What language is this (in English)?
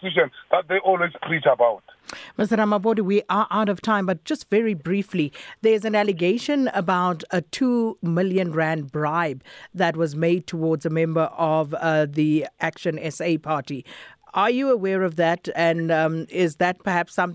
English